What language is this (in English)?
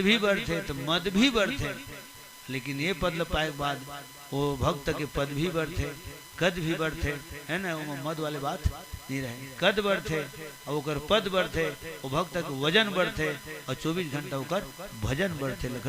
Chhattisgarhi